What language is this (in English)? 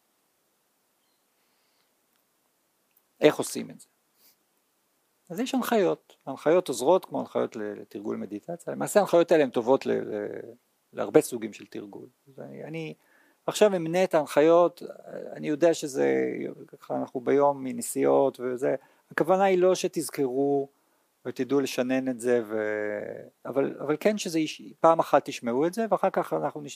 Hebrew